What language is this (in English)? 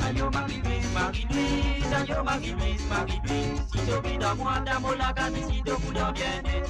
Morisyen